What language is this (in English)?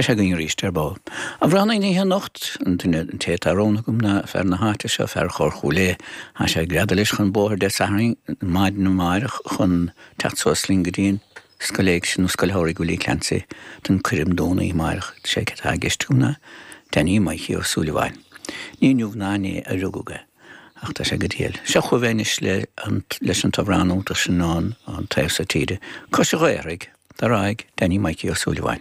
Irish